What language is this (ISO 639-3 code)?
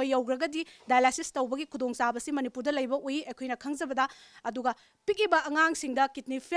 mni